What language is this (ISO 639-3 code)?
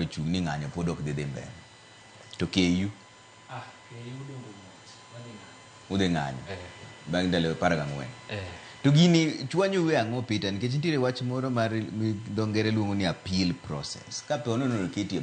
luo